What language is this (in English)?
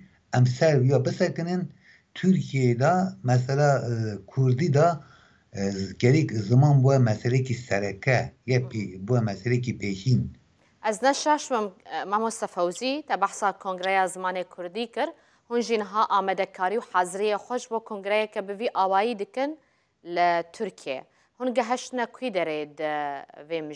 Kurdish